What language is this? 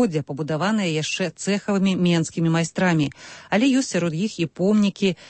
Belarusian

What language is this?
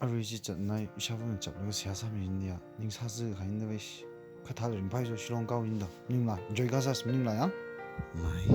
Tangkhul Naga (India)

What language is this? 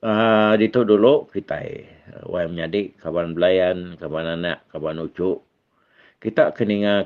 Iban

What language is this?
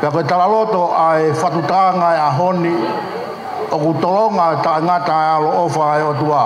Tongan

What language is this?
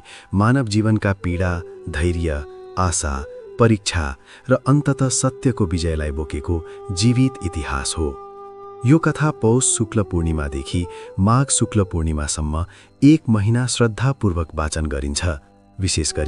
Nepali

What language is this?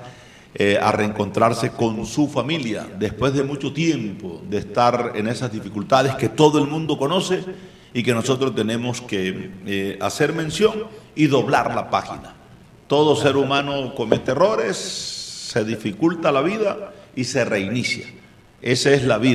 Spanish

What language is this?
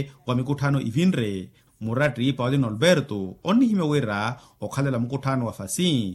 Makhuwa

